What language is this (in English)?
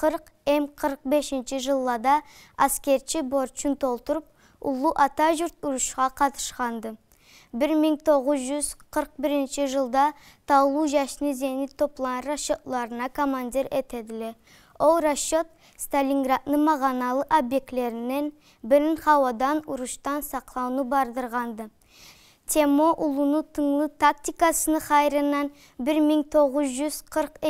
Karachay-Balkar